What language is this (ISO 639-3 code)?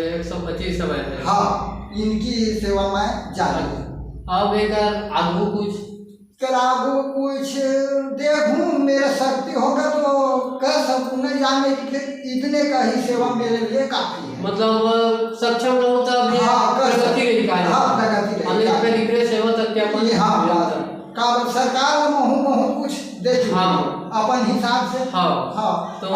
hne